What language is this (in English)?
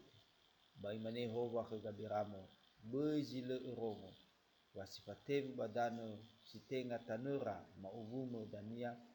Nias